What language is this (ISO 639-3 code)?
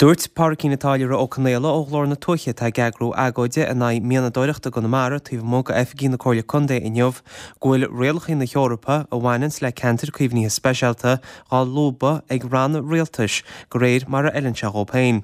gle